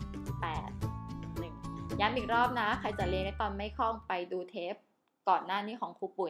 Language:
Thai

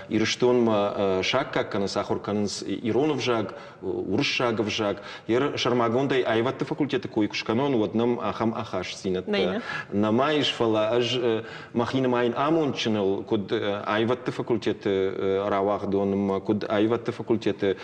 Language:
Ossetic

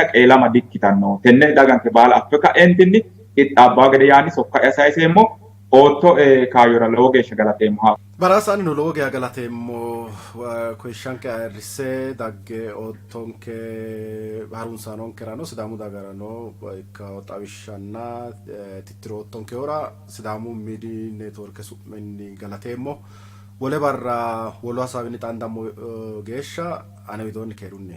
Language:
Sidamo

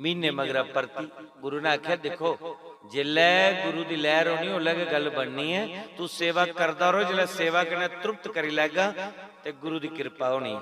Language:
Dogri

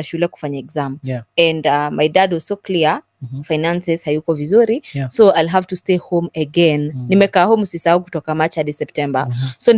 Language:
Swahili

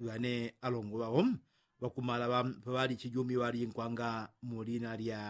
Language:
Yao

